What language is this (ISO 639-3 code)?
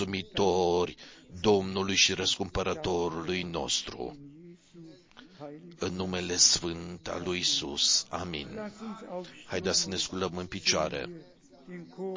ron